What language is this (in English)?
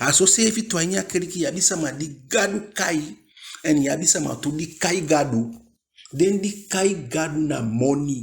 Eastern Maroon Creole